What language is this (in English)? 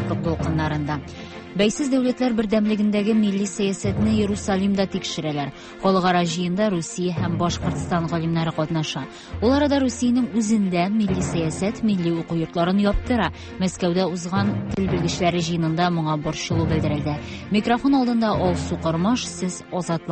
Tatar